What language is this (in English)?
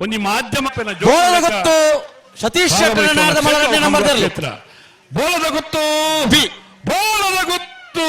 Tulu